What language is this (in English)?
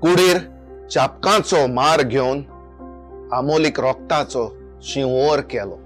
Konkani